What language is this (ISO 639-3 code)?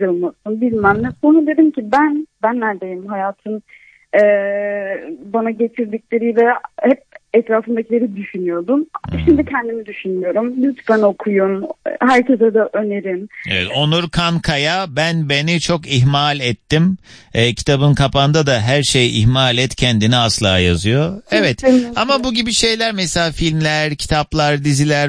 tur